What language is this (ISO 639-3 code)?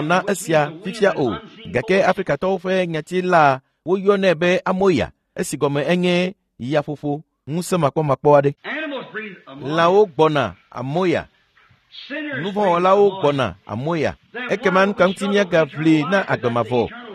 ewe